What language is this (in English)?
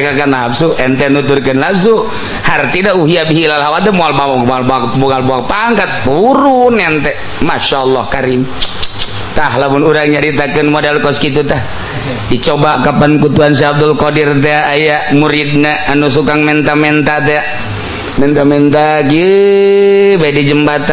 Sundanese